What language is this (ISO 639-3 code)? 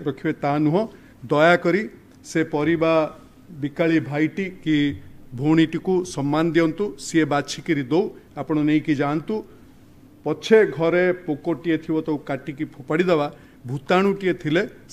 ori